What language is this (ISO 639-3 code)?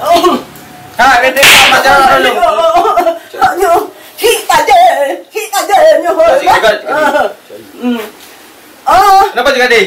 ace